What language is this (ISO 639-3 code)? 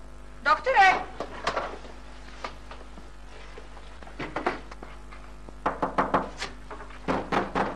hrv